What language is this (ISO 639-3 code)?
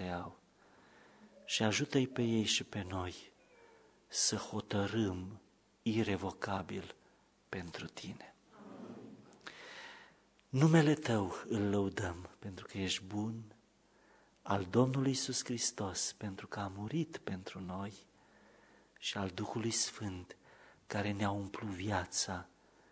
ron